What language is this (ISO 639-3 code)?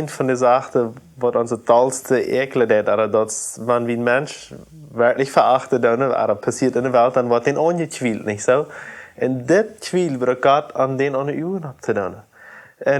pdt